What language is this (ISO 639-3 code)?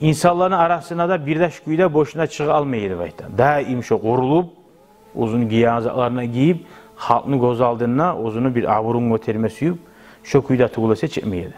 kum